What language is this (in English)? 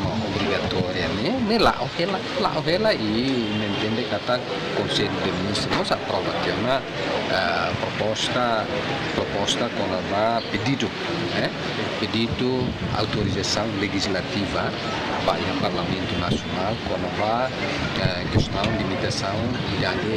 Tetum